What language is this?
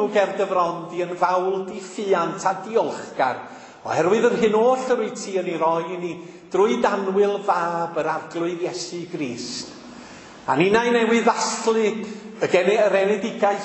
Welsh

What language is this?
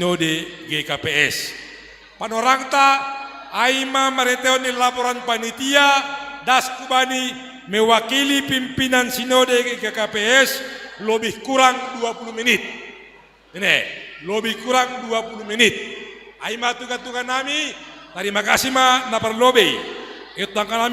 Batak Simalungun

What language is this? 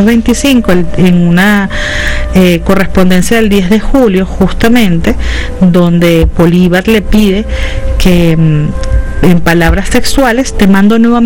Spanish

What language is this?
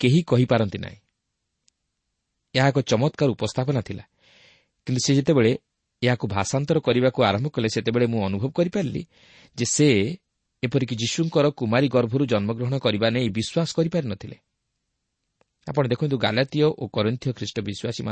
Odia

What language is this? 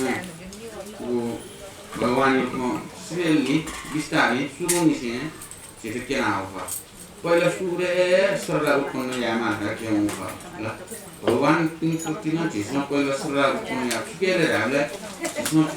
Newari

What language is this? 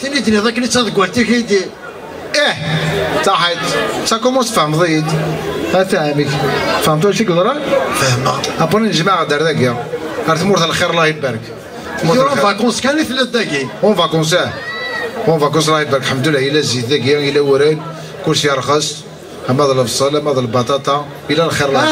Kabyle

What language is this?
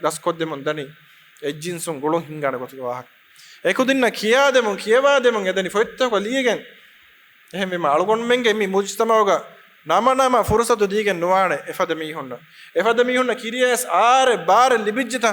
Divehi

